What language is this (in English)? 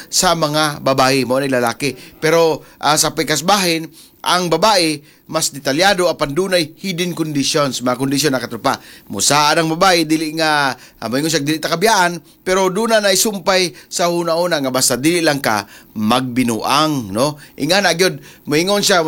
Cebuano